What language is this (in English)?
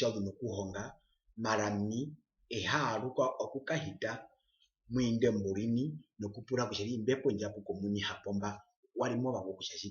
Herero